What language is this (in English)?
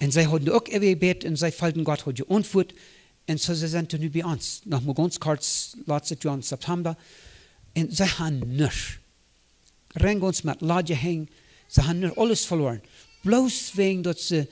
Plautdietsch